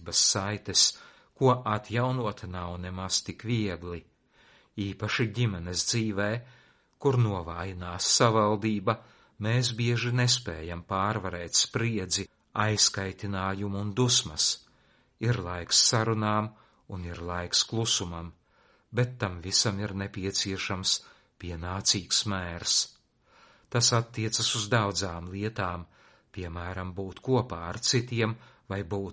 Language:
Latvian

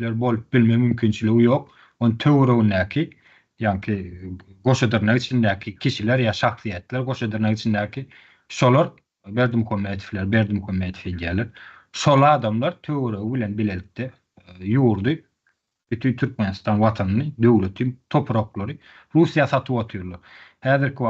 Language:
Turkmen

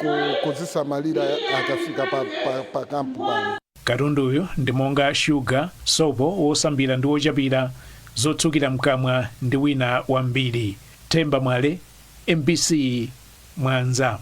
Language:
Nyanja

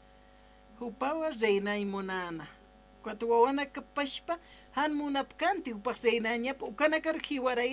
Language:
Aymara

